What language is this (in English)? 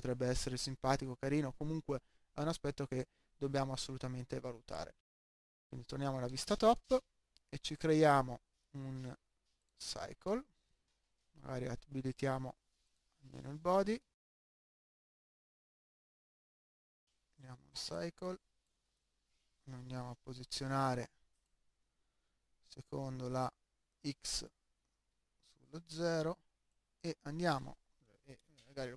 Italian